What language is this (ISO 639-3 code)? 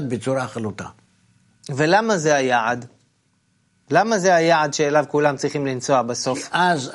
heb